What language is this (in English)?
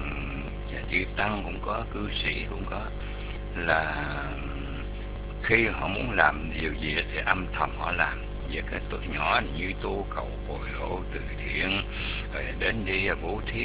Vietnamese